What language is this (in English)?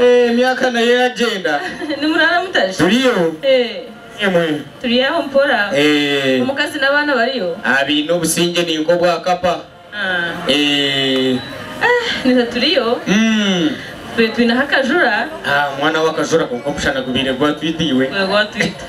Nyankole